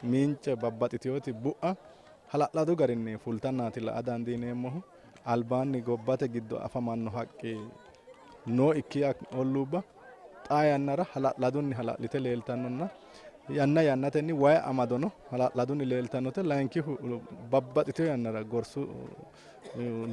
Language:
Sidamo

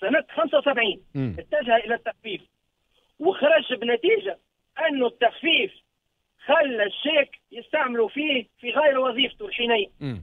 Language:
Tunisian Arabic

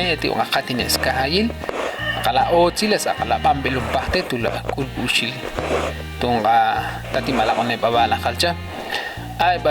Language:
Ixil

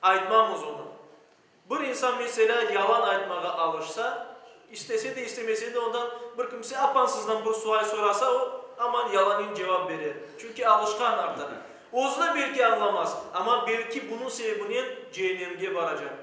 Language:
Crimean Tatar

